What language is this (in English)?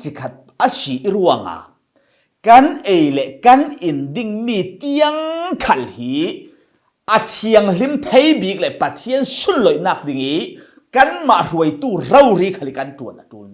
Falam Chin